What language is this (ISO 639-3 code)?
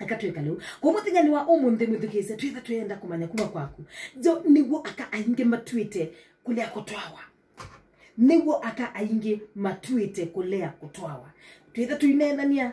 kam